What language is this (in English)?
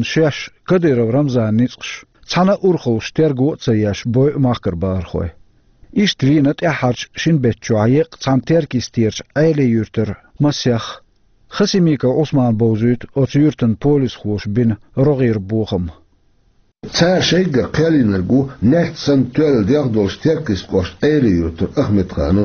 Chechen